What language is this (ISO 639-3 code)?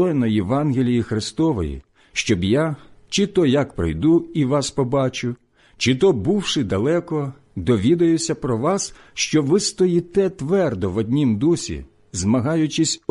ukr